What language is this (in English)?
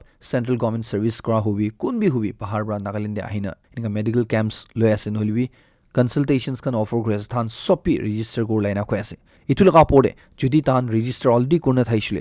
Naga Pidgin